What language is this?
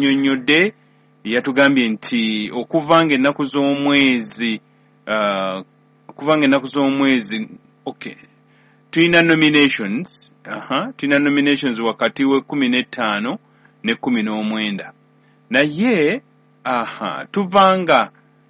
Ganda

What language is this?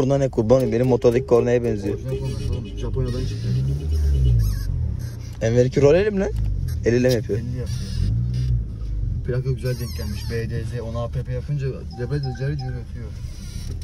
Turkish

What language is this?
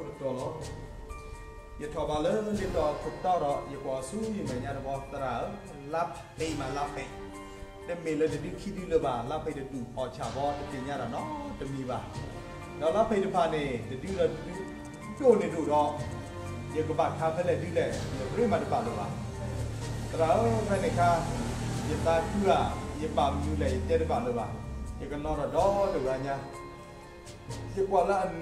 S'gaw Karen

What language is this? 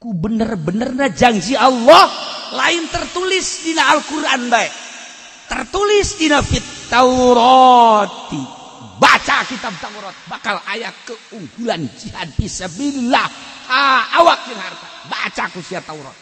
Sundanese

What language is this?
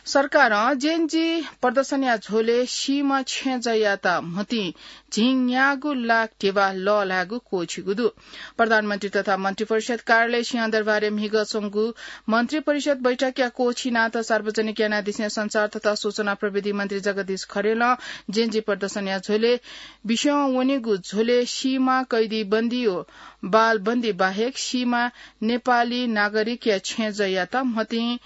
Newari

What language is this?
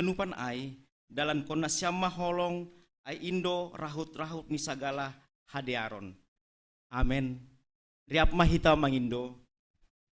Batak Simalungun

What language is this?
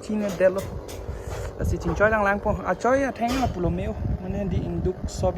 Karbi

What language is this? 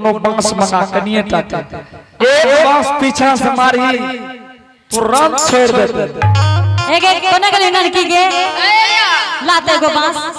Angika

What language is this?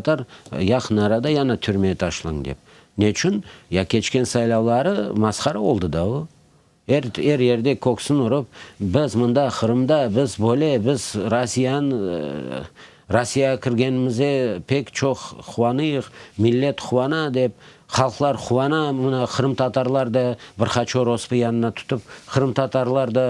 Crimean Tatar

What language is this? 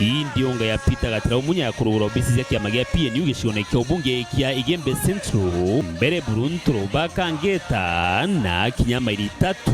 Meru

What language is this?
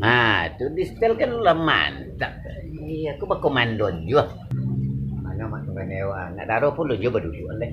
Minangkabau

